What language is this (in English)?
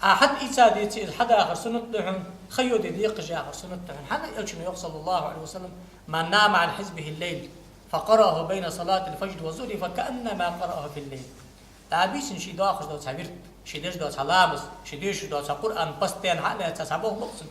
Ingush